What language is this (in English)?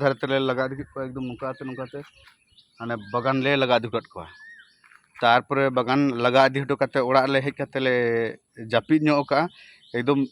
Santali